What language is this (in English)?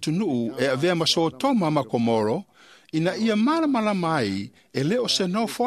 Samoan